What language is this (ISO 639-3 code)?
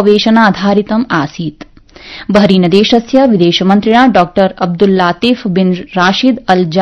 san